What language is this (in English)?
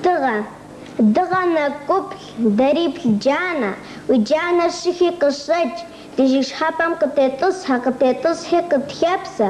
Kabardian